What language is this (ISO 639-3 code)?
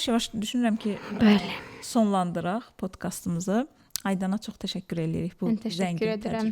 aze